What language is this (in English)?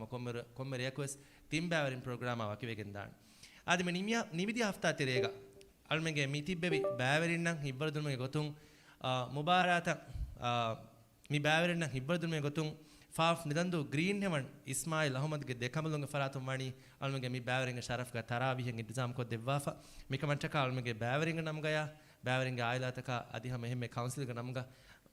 Divehi